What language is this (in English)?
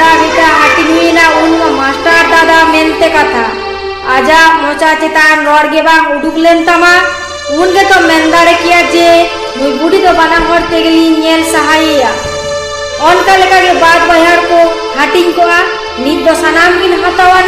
Santali